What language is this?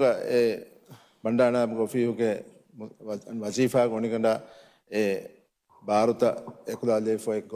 Divehi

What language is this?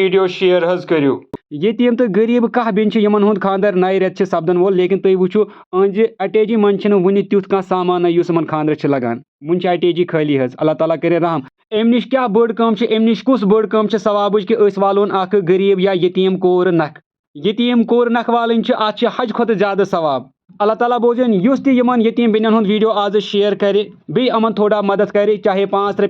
Kashmiri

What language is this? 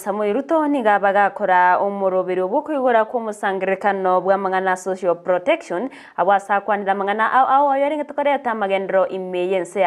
Gusii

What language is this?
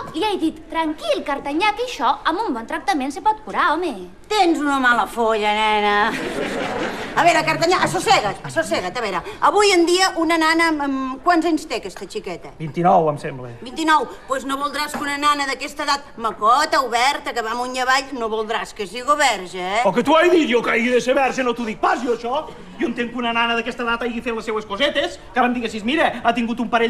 Catalan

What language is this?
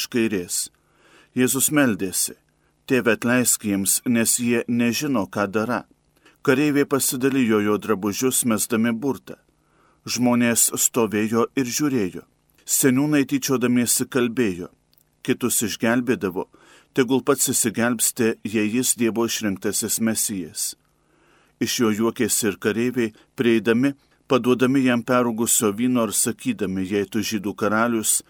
Lithuanian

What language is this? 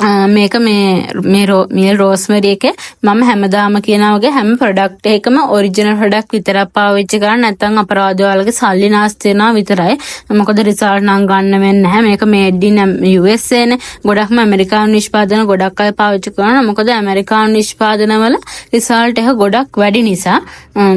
Sinhala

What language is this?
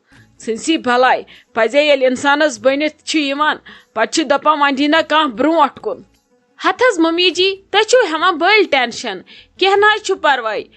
Kashmiri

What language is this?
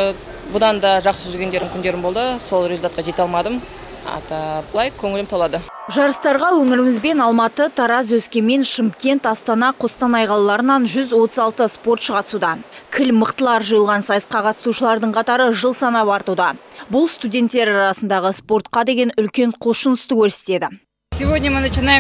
Kazakh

